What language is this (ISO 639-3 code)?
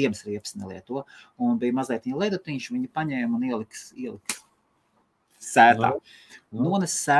lav